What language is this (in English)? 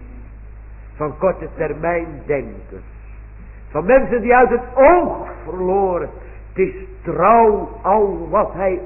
Dutch